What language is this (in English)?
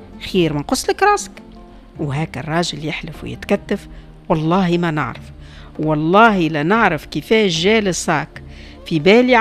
Tunisian Arabic